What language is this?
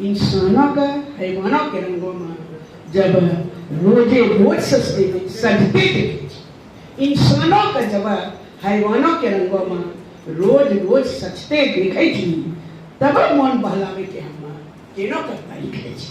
Angika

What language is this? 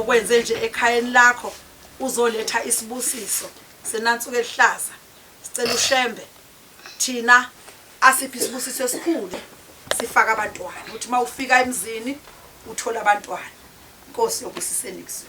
Zulu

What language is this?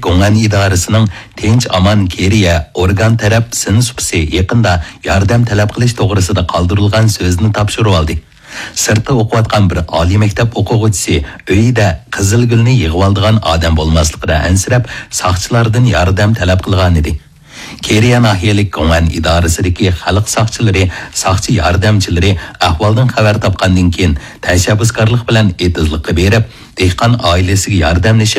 Uyghur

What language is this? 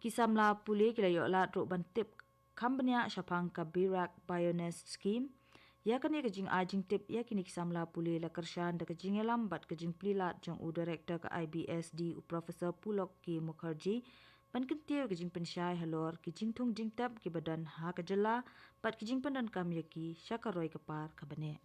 Khasi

